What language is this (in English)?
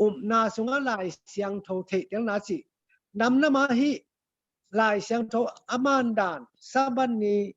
Tedim Chin